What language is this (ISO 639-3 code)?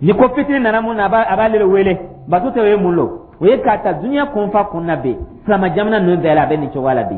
dyu